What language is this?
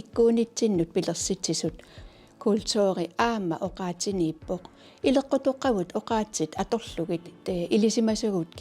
Kalaallisut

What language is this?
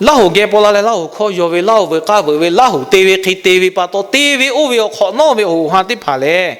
Lahu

